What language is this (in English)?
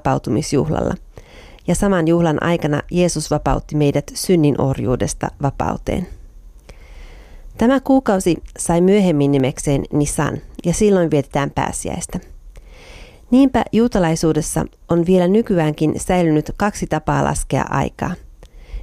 Finnish